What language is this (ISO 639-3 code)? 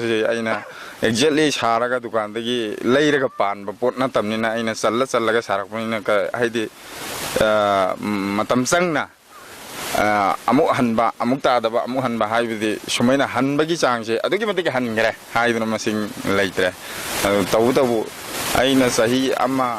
mni